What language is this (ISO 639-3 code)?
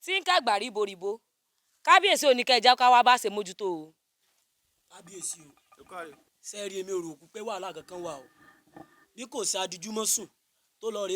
yor